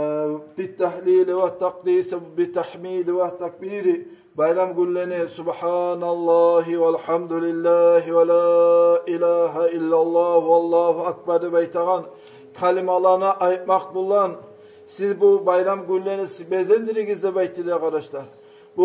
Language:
Kumyk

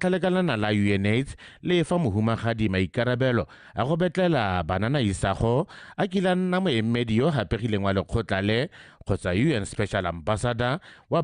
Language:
Tswana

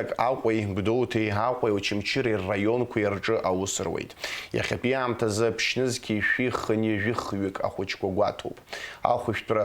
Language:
Abkhazian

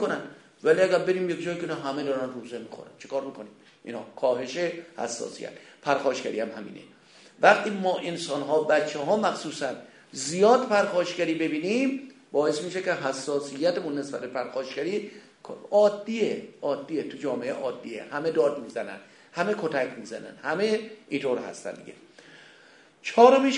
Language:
Persian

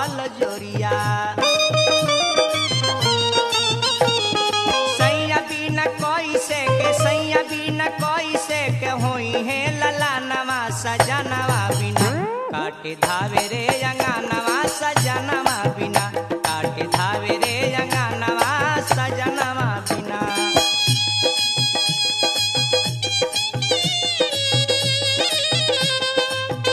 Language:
Bhojpuri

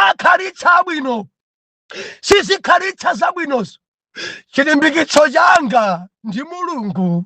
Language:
Nyanja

